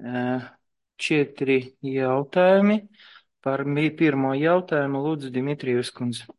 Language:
Latvian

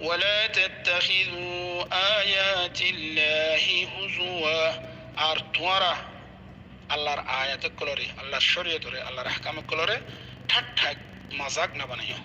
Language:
Rohingya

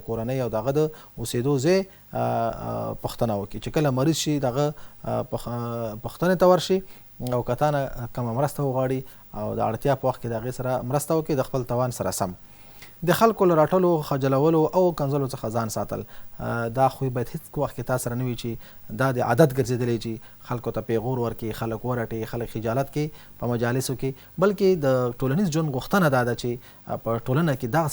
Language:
Pashto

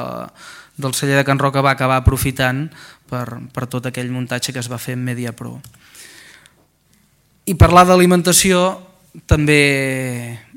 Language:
Catalan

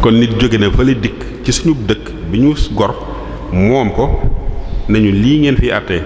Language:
Wolof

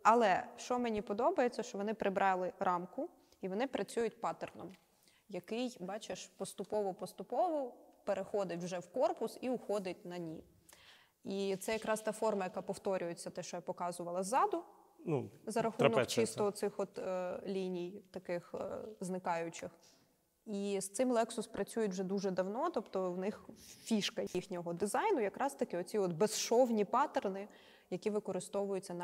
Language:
Ukrainian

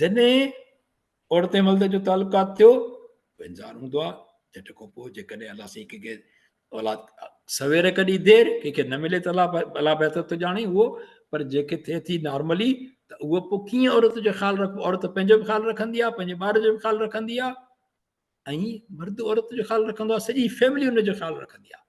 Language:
Sindhi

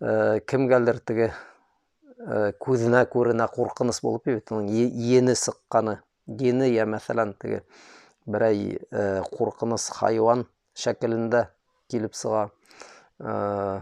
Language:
Bashkir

